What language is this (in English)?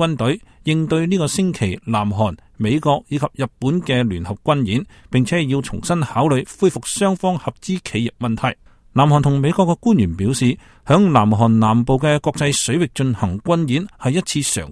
Cantonese